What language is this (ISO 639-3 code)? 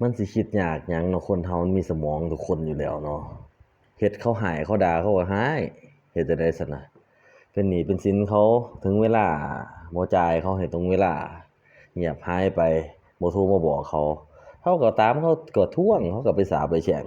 tts